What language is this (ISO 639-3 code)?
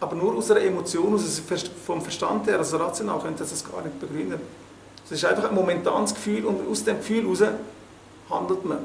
gsw